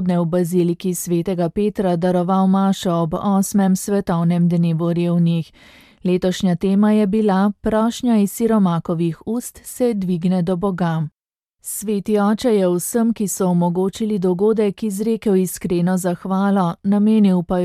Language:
Slovenian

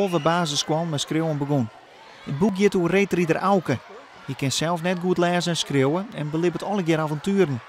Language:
Western Frisian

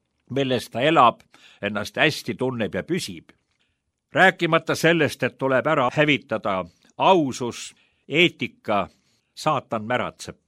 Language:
Estonian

